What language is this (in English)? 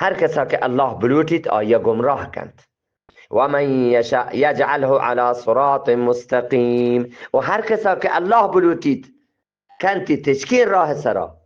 Eastern Balochi